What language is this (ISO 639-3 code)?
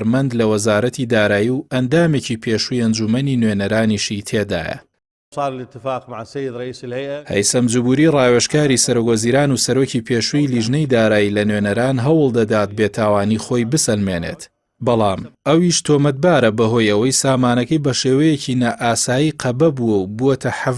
ckb